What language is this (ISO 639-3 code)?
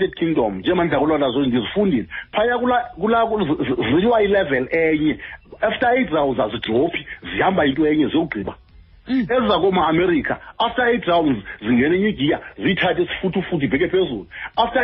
xho